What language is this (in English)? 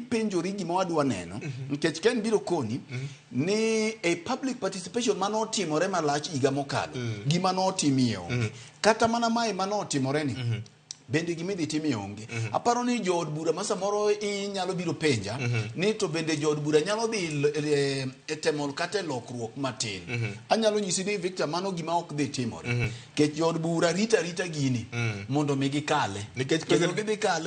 Luo (Kenya and Tanzania)